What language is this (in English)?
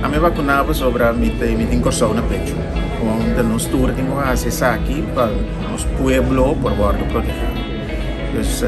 Papiamento